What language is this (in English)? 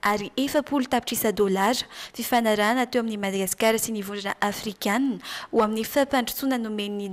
Malagasy